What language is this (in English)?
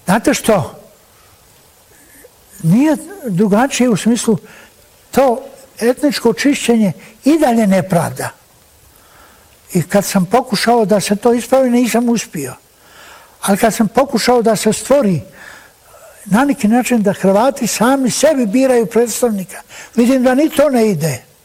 Bosnian